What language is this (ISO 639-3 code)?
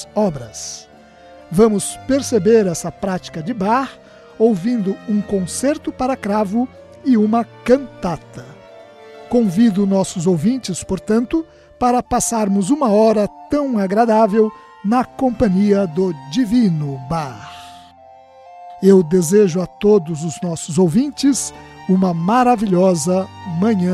por